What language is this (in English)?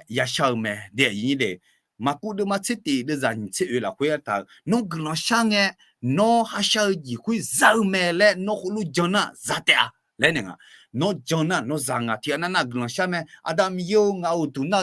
Akha